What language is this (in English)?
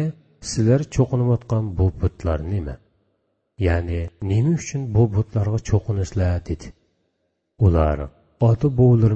Uyghur